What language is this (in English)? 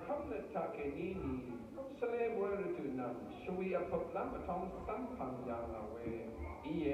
Rawang